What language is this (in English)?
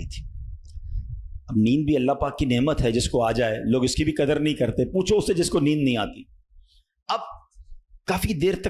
Urdu